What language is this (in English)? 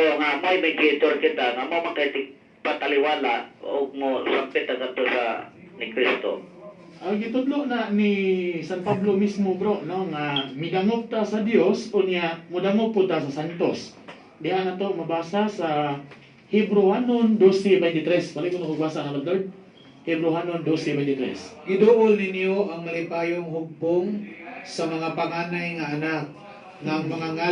Cebuano